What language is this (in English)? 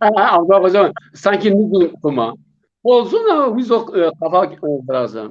Zaza